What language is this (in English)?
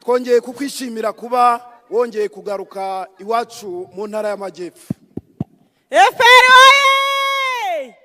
Kinyarwanda